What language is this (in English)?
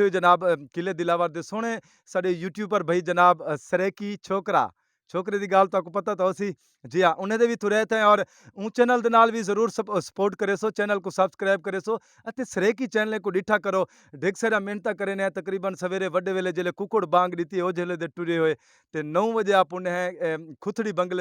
Saraiki